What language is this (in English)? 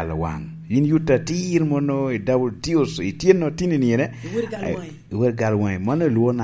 Lango (Uganda)